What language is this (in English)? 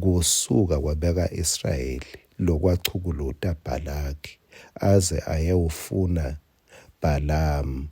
Swati